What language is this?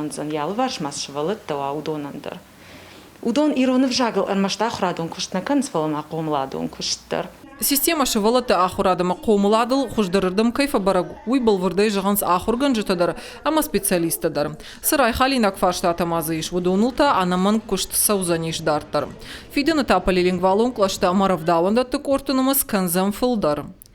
Ossetic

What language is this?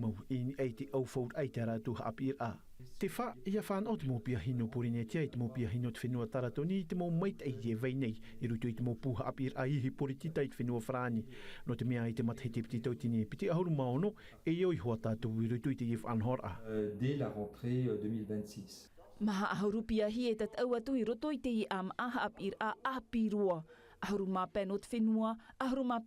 Tahitian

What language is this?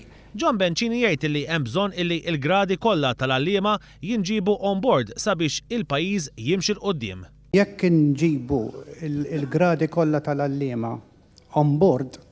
Maltese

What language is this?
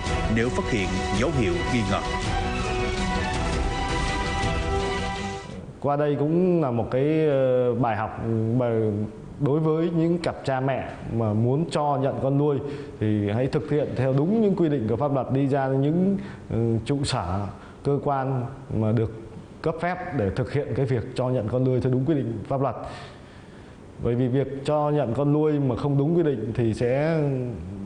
Vietnamese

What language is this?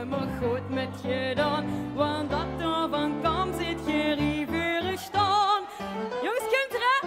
Limburgish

